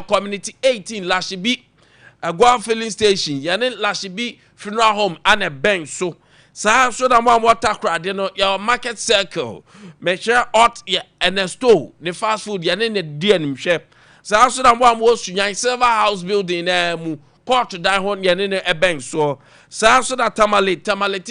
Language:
Akan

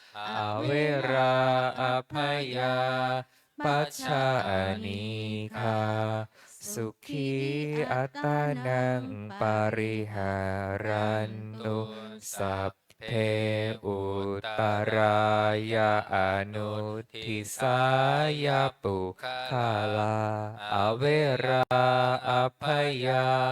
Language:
Pali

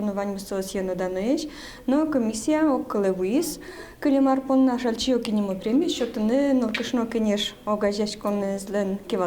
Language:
Udmurt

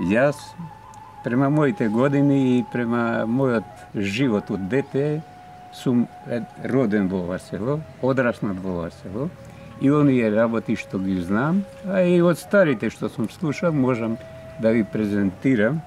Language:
Macedonian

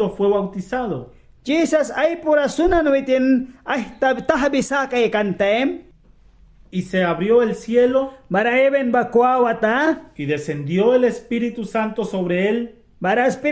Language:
Mískito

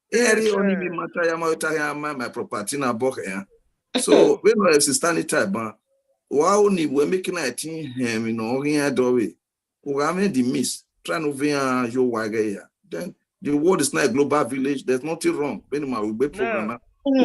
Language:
Bini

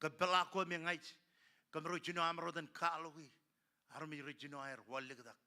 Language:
Marshallese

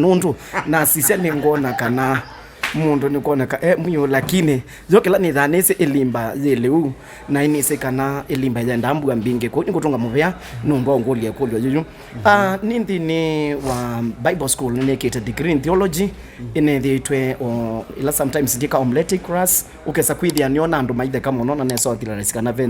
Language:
Kamba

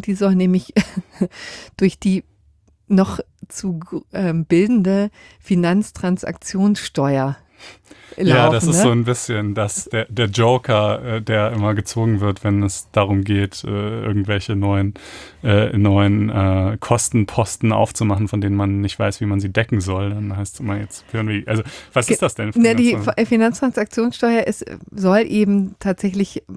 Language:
German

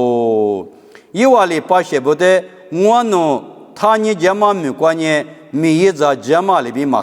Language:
Lisu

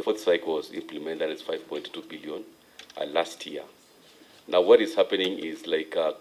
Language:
Gusii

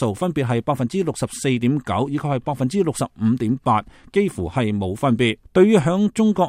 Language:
Cantonese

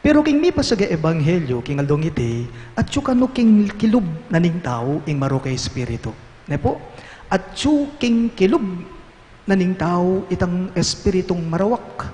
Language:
Pampanga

